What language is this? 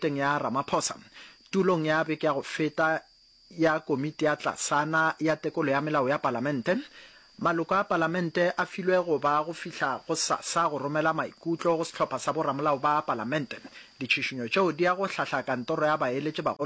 Northern Sotho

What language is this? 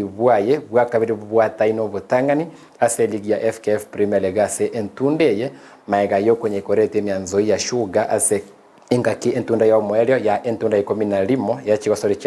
Gusii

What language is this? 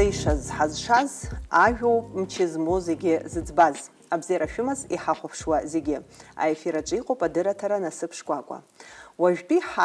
Abkhazian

